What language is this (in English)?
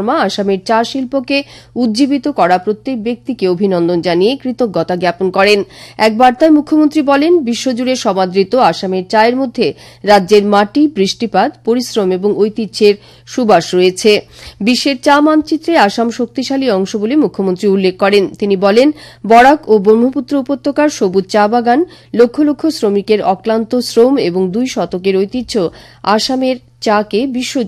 Bangla